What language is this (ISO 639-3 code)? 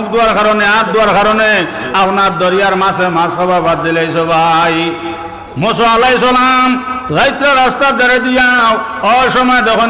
syl